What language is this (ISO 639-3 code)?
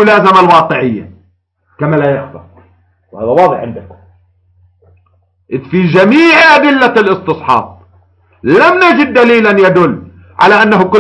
ara